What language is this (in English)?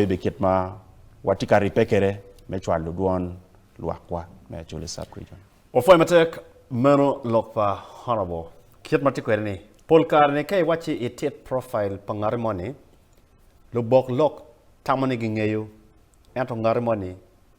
Acoli